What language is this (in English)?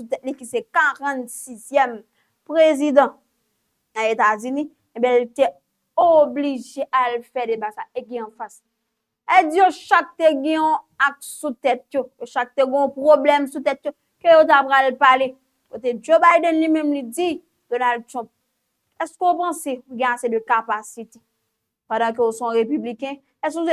Haitian Creole